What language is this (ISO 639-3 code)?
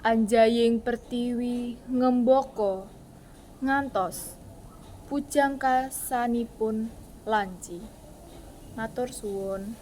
jav